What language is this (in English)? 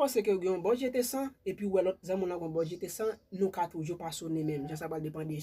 Haitian Creole